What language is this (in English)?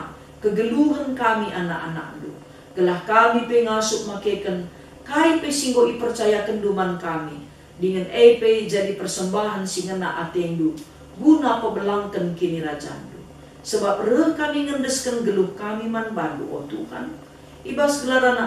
Batak Karo